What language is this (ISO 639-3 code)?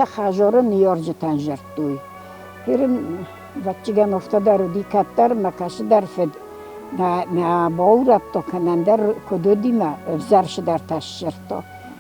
oss